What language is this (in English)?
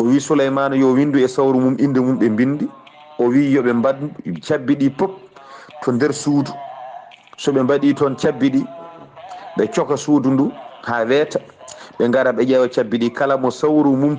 Fula